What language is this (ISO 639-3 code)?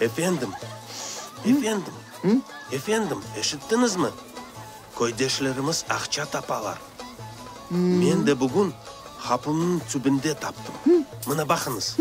crh